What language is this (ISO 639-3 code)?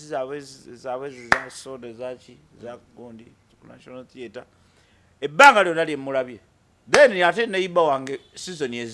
lug